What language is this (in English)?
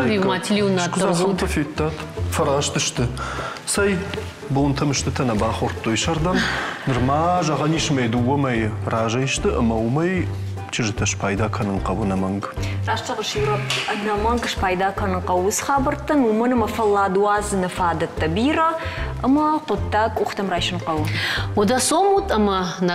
Ossetic